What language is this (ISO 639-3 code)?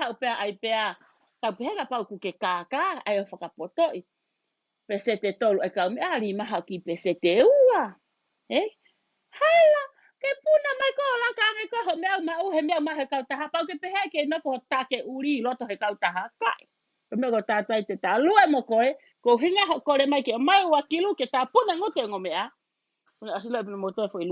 ton